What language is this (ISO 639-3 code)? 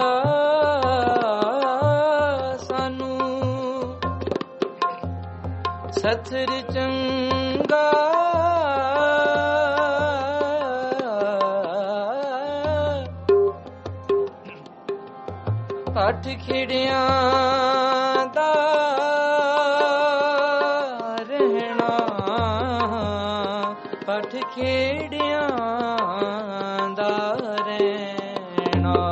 pan